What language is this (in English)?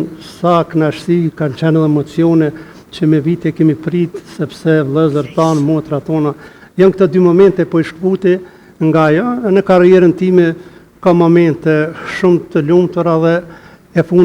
Albanian